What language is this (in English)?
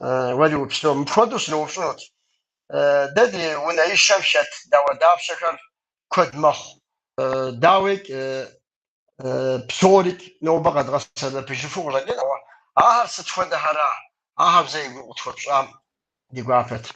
Kabardian